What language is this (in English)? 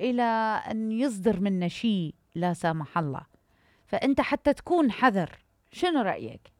Mesopotamian Arabic